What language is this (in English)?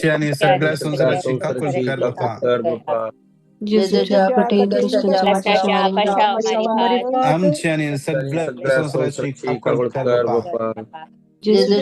Konkani